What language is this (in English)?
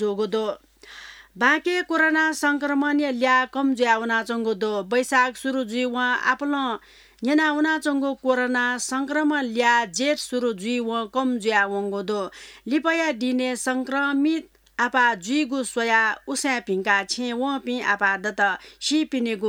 Newari